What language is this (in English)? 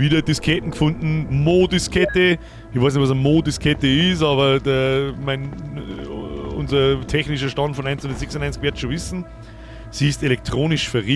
Bavarian